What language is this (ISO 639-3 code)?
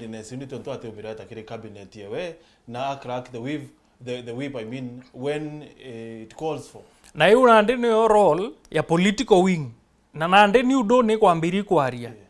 mer